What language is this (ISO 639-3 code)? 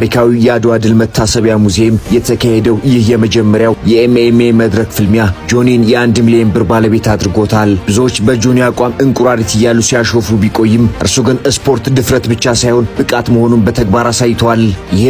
amh